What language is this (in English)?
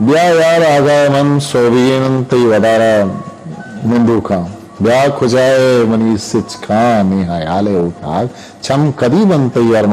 Eastern Balochi